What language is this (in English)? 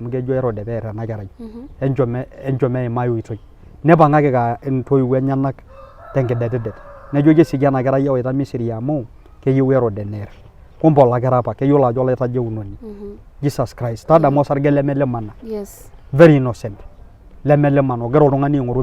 Masai